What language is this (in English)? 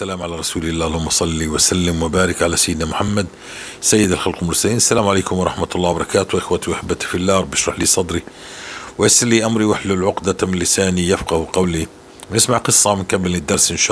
North Levantine Arabic